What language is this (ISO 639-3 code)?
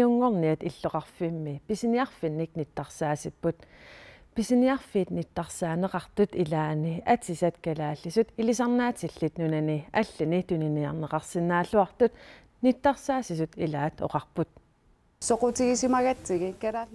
kal